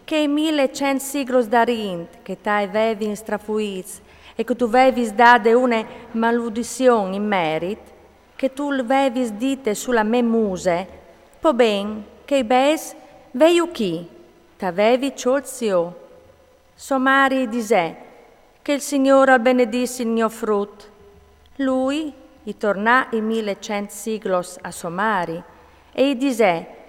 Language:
Friulian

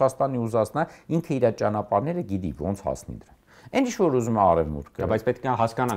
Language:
Armenian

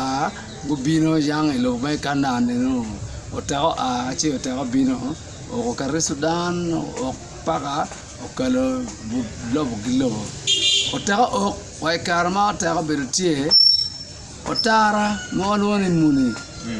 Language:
Acoli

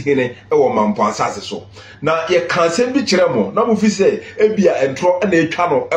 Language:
Akan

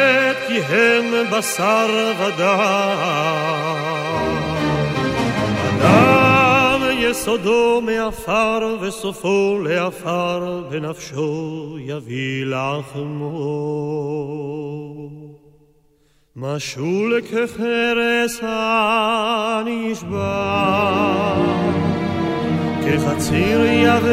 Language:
Hebrew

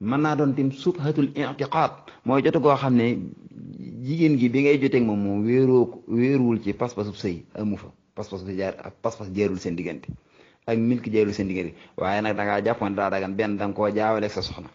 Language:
Wolof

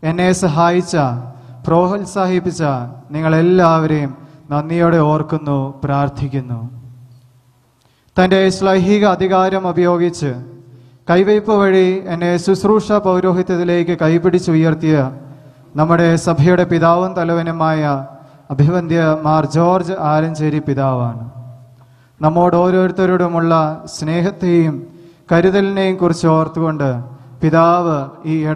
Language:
Malayalam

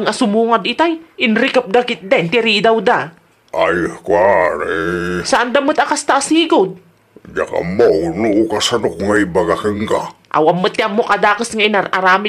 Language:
Iloko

